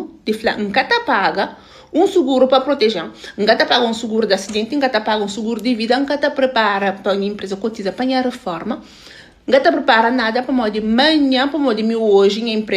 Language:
Kabuverdianu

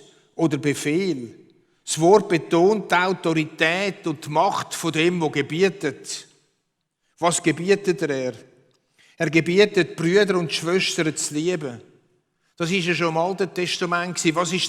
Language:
Swiss German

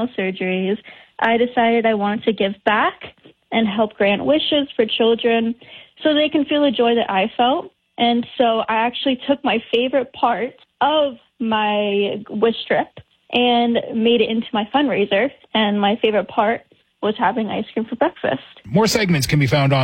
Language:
English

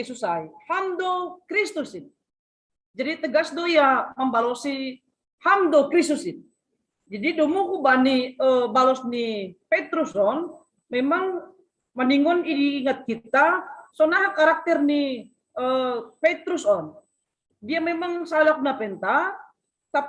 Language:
Batak Simalungun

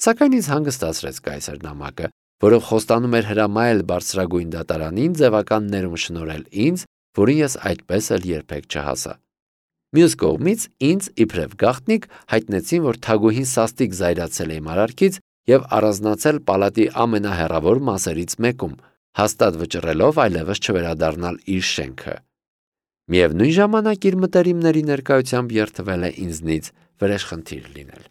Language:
Armenian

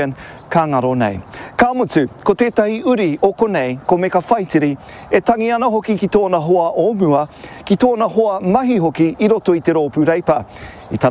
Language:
Māori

